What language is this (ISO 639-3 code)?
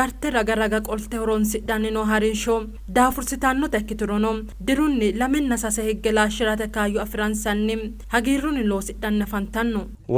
sid